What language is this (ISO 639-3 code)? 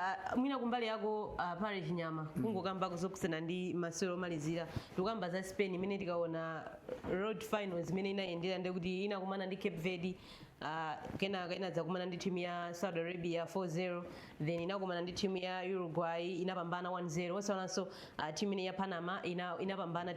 nya